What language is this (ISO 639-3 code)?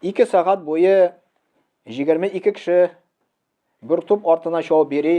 tat